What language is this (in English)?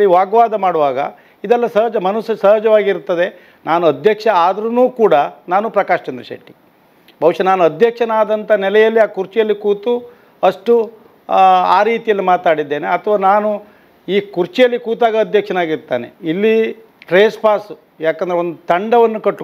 Kannada